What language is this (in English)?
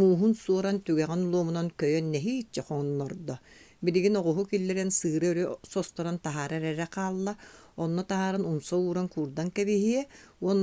Yakut